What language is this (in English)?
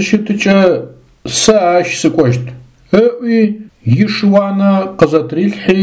Adyghe